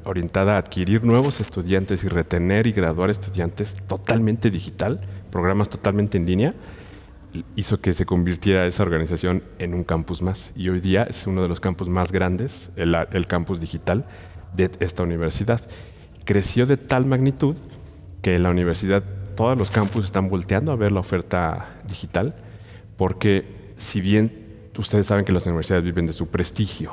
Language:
Spanish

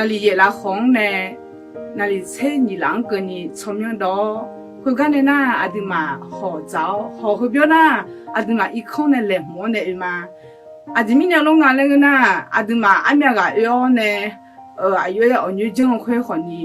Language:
Akha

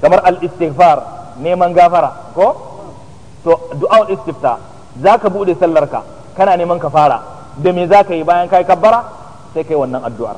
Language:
Hausa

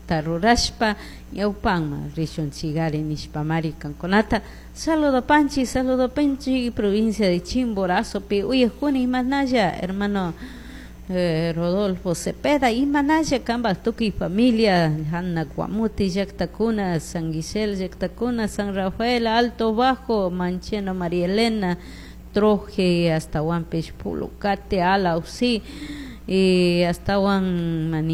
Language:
Chimborazo Highland Quichua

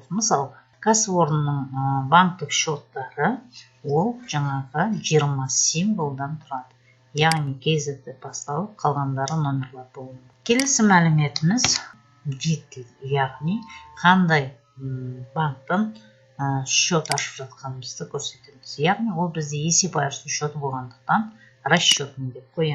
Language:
Kazakh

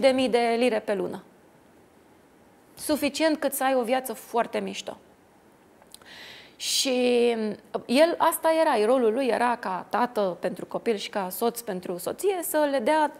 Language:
Romanian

